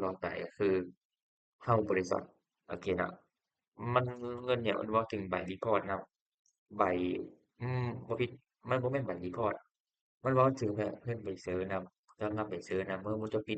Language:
Lao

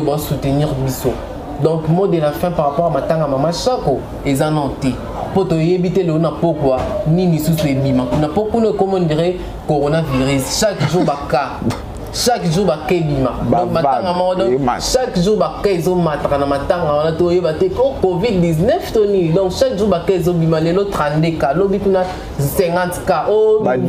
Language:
Lingala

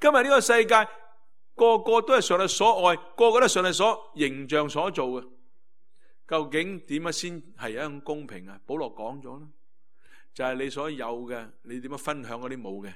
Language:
Cantonese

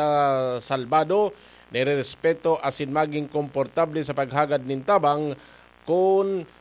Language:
Bikol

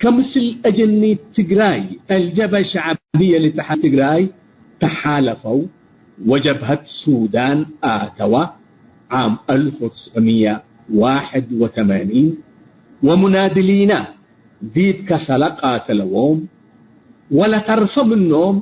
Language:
Tigre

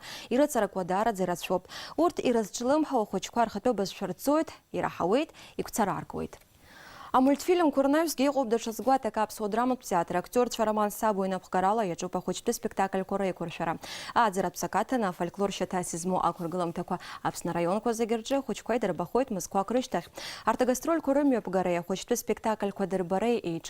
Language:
Abkhazian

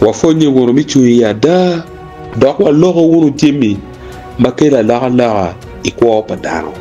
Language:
Acoli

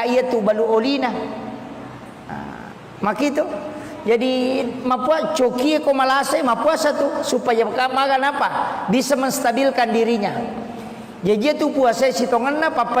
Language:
Buginese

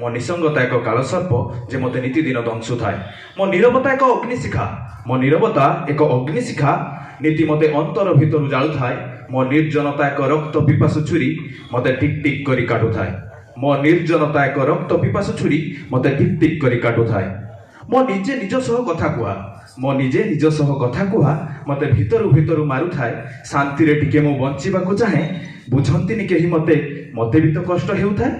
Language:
Odia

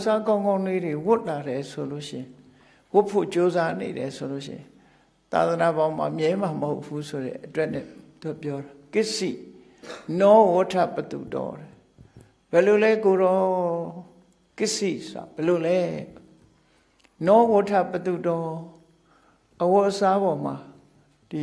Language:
Burmese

